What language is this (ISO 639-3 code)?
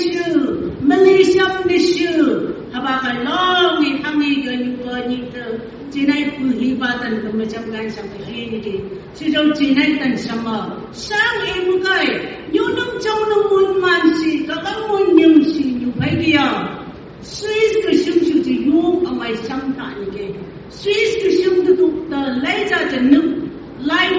nph